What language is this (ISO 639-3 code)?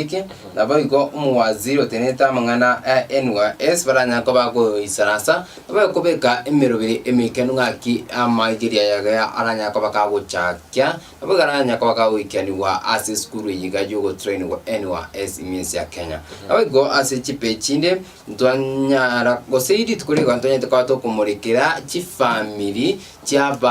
guz